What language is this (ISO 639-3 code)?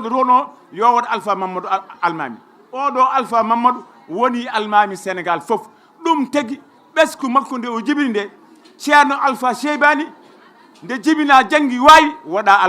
ful